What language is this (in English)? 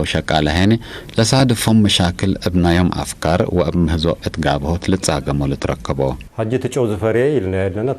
Tigre